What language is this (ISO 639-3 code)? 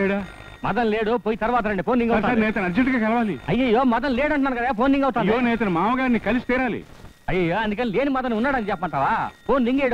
tel